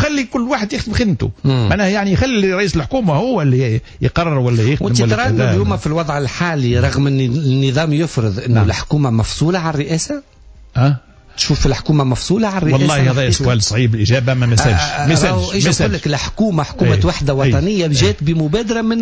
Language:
Tunisian Arabic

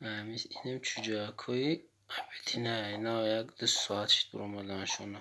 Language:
Tajik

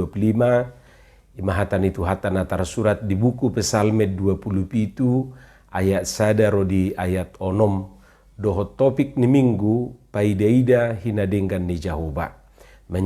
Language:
Batak Toba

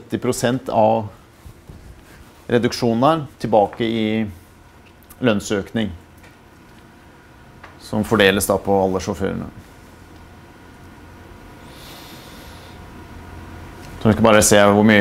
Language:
Norwegian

